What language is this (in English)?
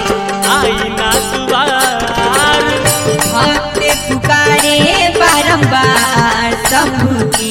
Bhojpuri